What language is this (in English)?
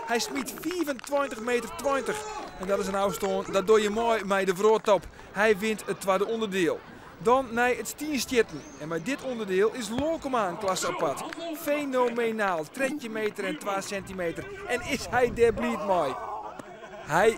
Western Frisian